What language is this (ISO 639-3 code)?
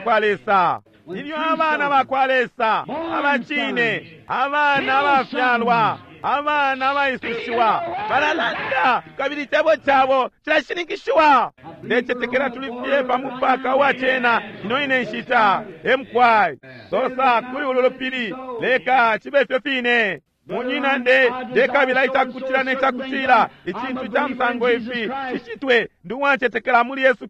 bem